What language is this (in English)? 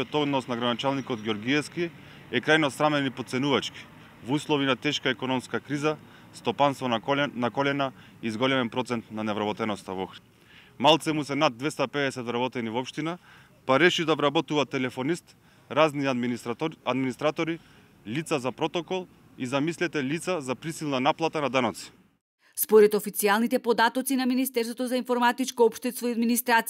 Macedonian